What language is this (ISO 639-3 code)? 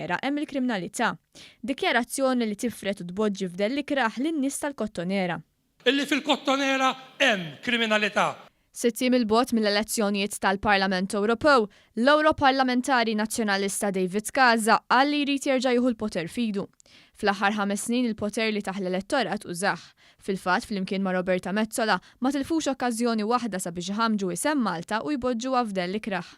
mlt